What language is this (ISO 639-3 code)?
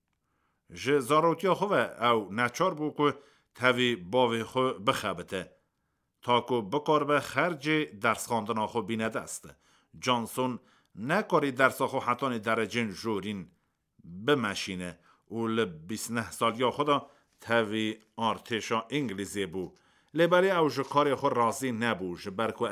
kur